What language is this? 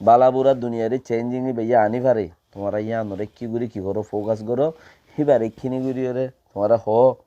Rohingya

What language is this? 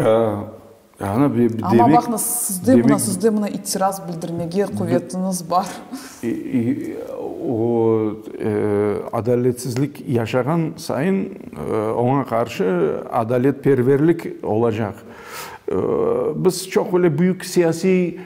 Crimean Tatar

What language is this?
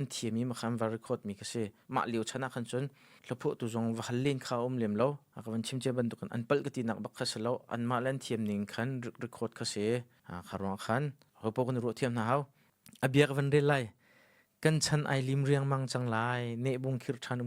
Hakha Chin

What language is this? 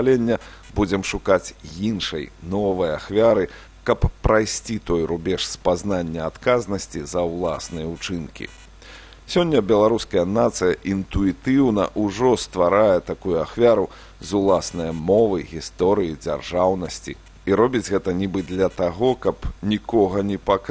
Belarusian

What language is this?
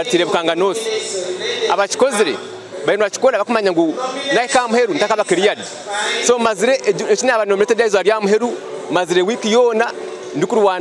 Nyankole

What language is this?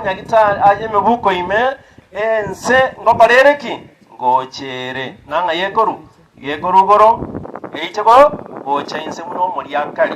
Gusii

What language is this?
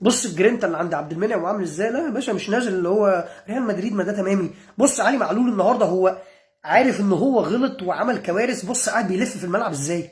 Egyptian Arabic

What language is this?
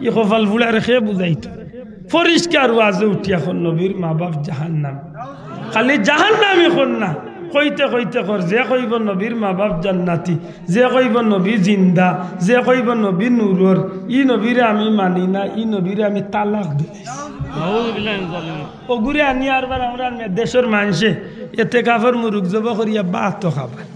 Sylheti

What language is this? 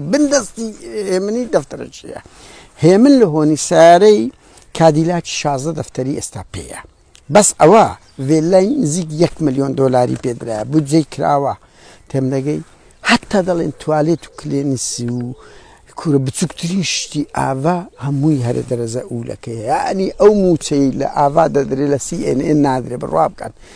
Central Kurdish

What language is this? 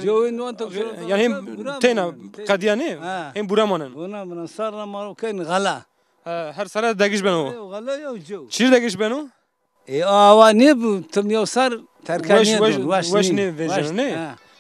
Zaza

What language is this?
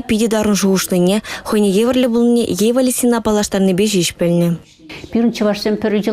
Chuvash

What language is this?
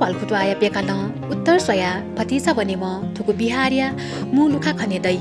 Newari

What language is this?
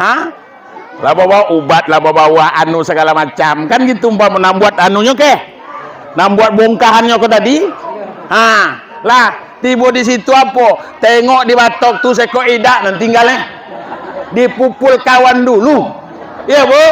Minangkabau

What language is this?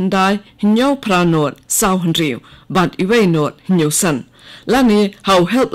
Khasi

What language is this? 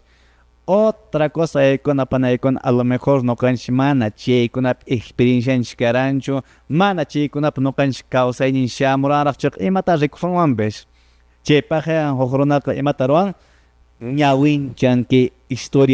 Quechua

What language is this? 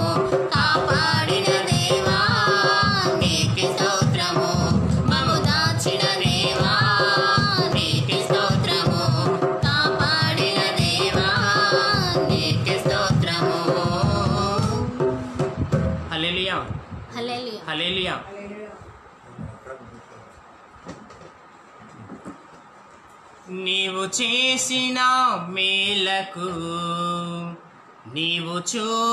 Telugu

